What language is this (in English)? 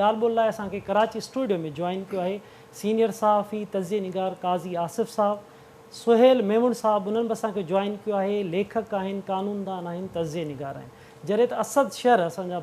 Sindhi